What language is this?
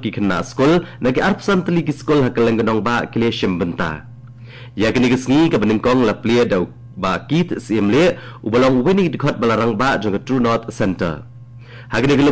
Khasi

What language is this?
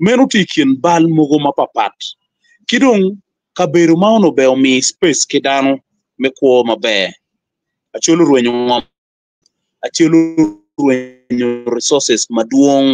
Acoli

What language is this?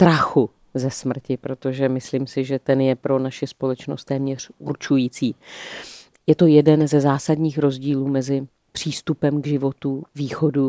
Czech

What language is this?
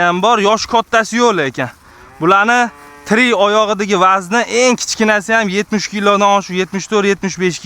Uzbek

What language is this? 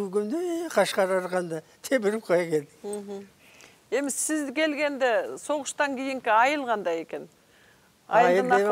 Kyrgyz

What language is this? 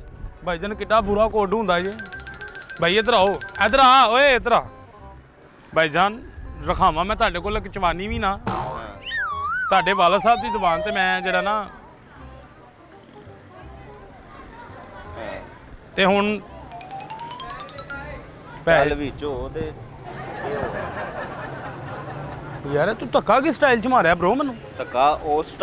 Punjabi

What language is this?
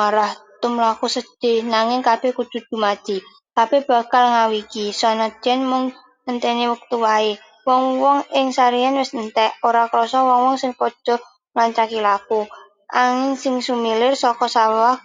Javanese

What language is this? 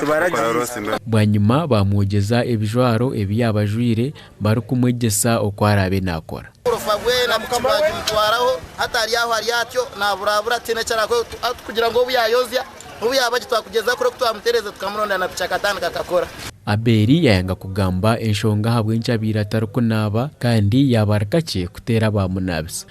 Nyankole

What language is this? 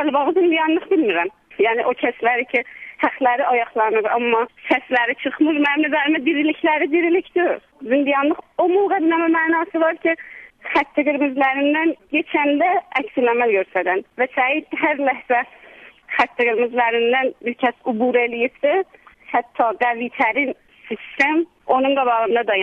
South Azerbaijani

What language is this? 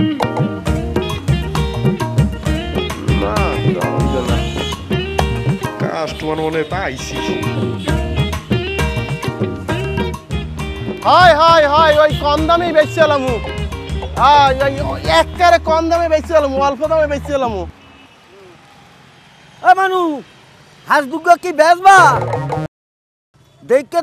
Bangla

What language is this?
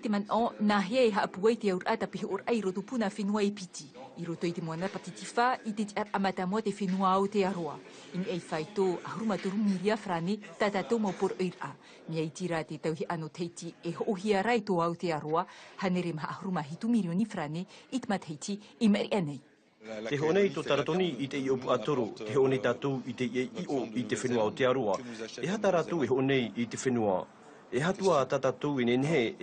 Tahitian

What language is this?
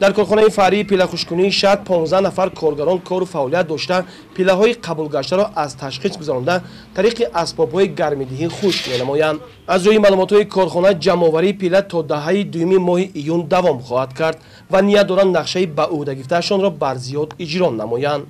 Tajik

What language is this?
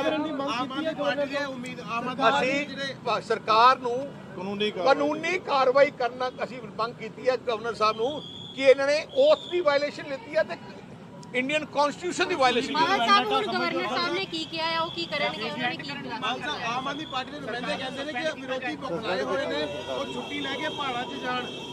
Punjabi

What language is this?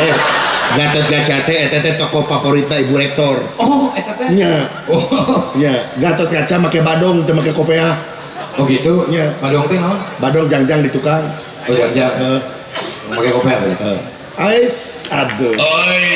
Sundanese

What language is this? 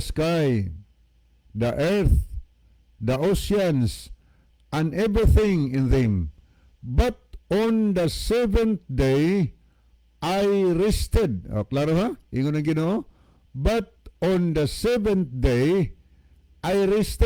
Cebuano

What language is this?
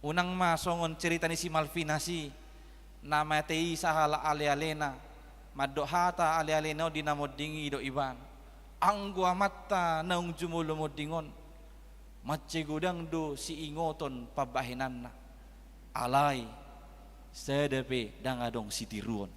Batak Toba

